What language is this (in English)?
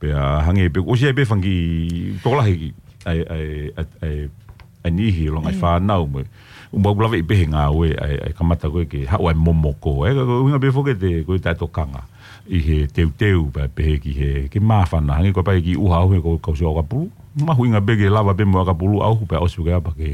Tongan